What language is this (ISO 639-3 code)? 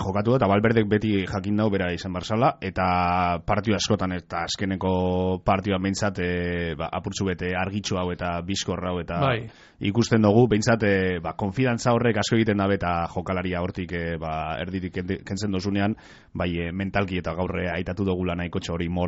eus